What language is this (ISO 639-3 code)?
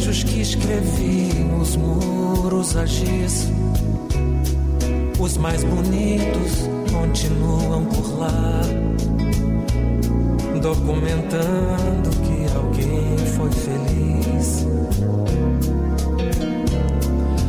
por